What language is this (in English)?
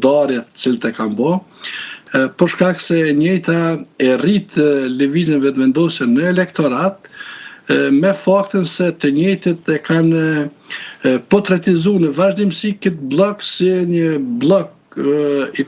Albanian